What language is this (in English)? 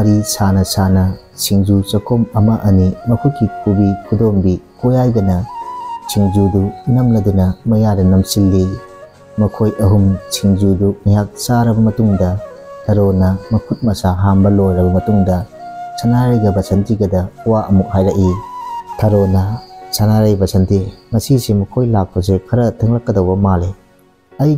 Manipuri